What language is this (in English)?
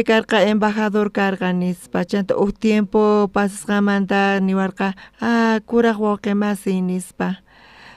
South Bolivian Quechua